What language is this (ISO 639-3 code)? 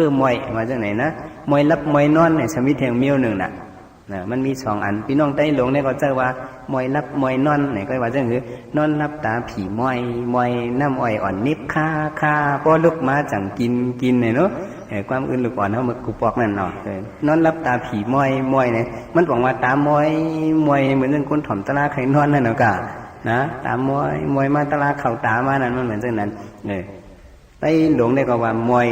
shn